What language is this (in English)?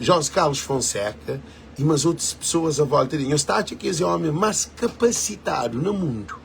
Kabuverdianu